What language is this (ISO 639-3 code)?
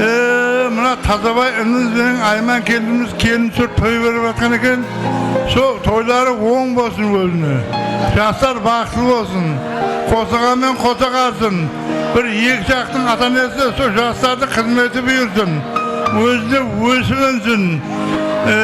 kaa